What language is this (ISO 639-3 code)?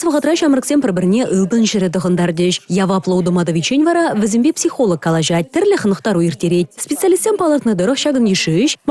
chv